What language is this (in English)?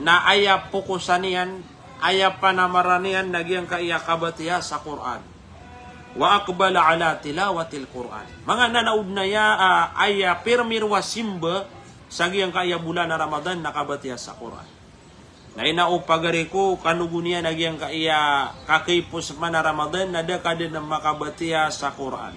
Maranao